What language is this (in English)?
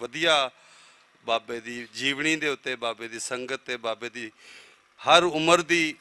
Western Panjabi